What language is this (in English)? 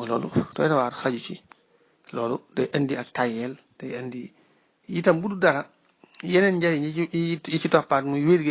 Wolof